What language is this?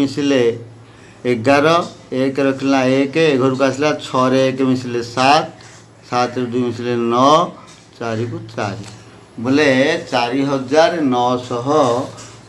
Odia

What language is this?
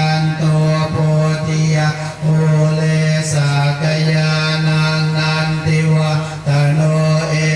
Pali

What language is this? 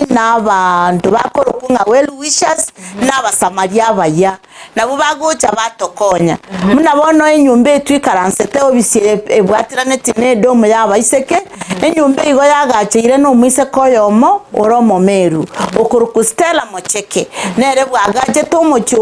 Gusii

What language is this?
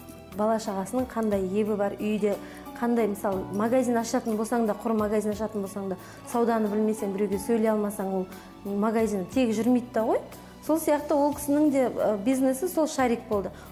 Kazakh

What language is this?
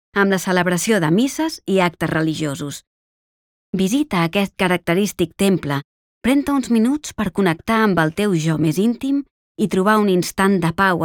Catalan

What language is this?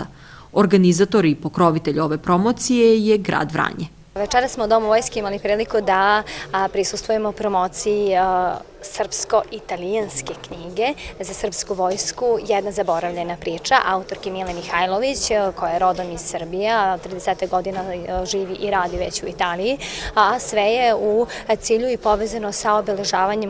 Serbian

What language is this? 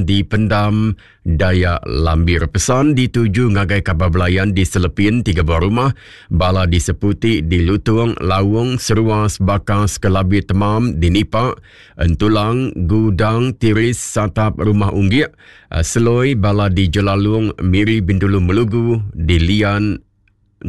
Iban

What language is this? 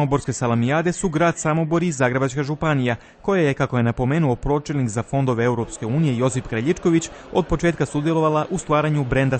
Croatian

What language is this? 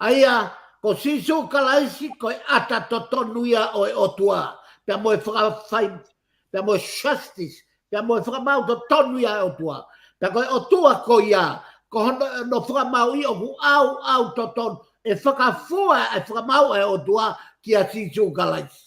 Tongan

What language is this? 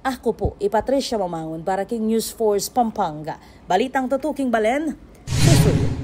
Pampanga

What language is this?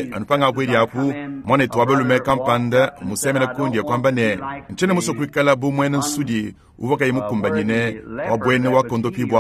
Luba-Lulua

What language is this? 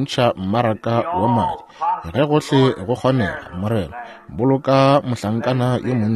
Northern Sotho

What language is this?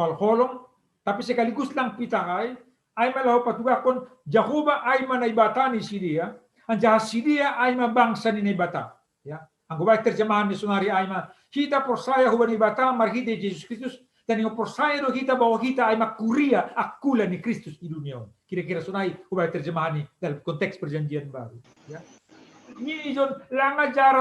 Batak Simalungun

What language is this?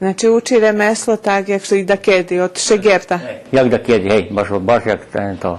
Rusyn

